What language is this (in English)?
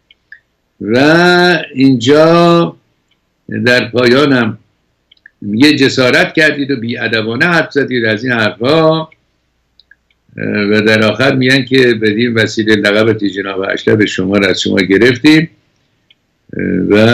Persian